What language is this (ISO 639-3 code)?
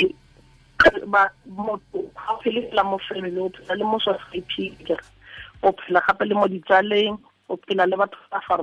tsn